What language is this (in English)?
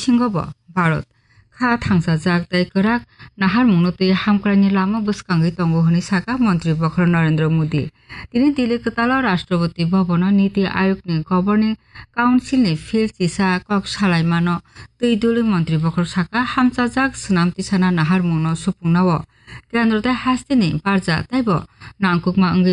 Kok Borok